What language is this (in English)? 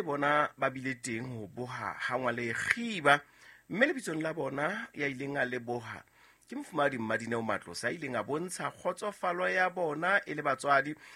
Southern Sotho